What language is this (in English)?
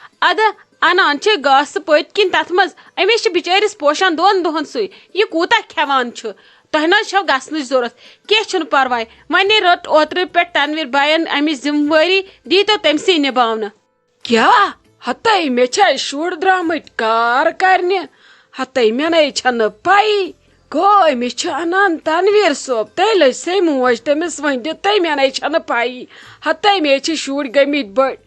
Kashmiri